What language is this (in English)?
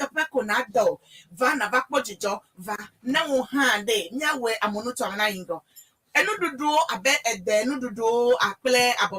Ewe